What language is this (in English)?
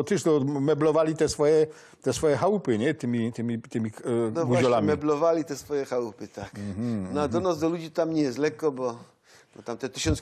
Silesian